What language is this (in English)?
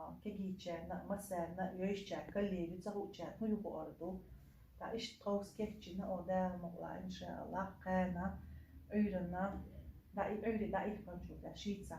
Chechen